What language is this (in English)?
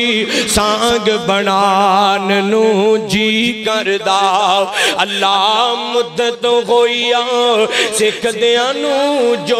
Western Panjabi